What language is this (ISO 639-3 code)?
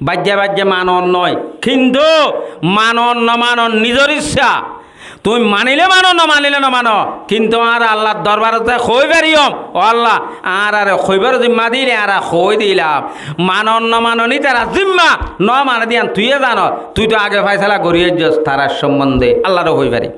rhg